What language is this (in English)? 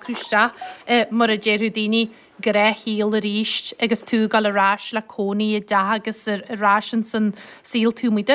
Irish